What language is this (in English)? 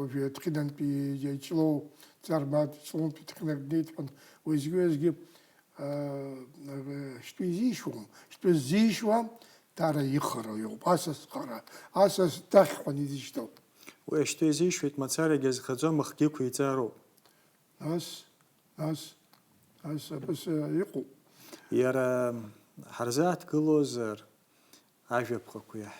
Abkhazian